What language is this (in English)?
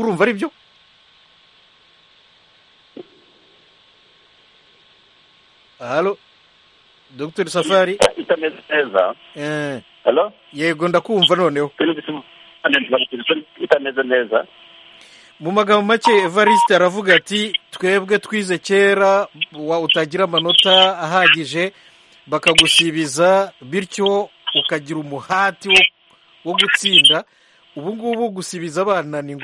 Kinyarwanda